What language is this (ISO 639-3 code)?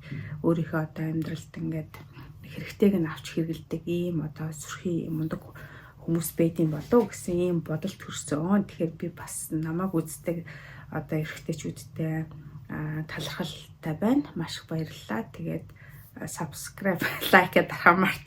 mon